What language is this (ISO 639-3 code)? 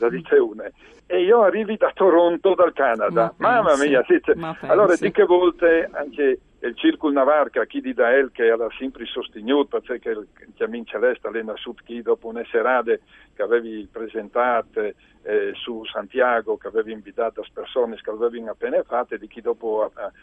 fur